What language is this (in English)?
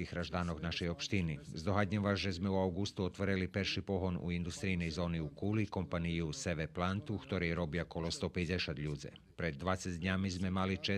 Rusyn